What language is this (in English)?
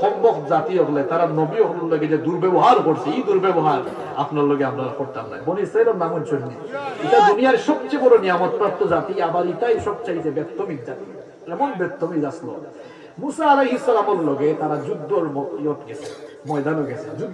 Sylheti